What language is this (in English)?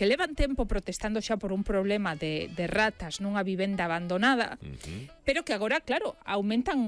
Galician